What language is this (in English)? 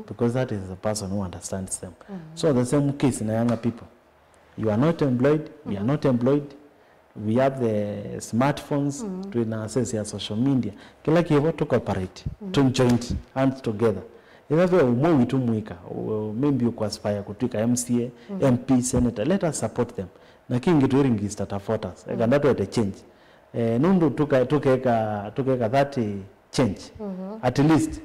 Kamba